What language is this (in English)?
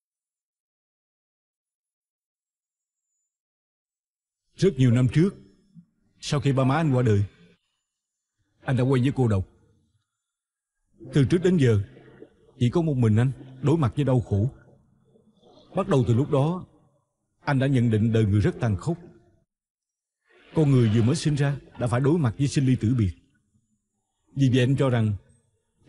Vietnamese